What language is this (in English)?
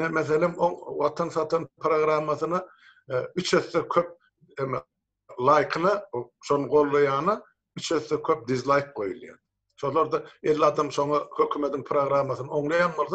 Turkmen